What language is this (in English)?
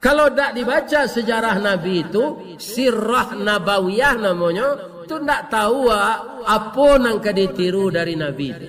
Minangkabau